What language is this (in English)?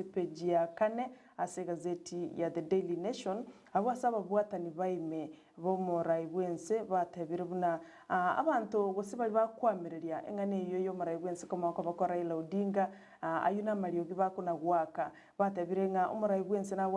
Gusii